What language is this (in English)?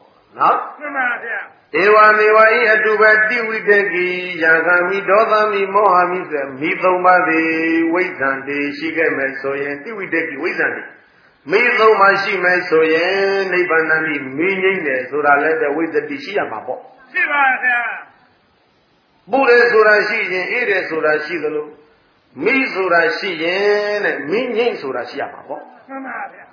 Burmese